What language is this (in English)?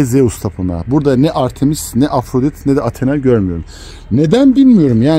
Turkish